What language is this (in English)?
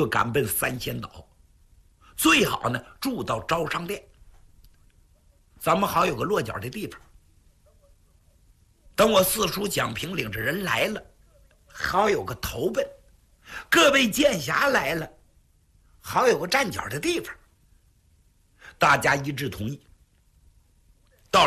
Chinese